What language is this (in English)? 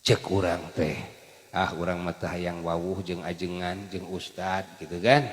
Sundanese